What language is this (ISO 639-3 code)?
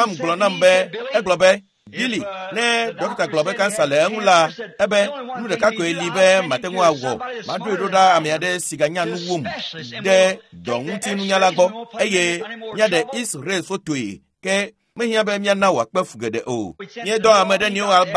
ewe